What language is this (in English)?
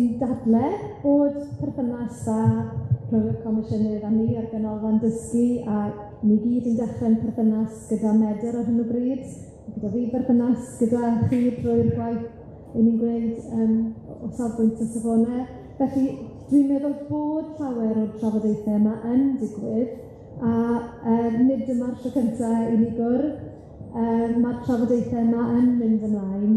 Welsh